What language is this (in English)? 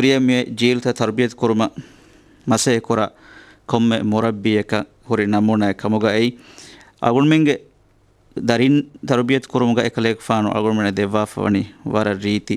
Divehi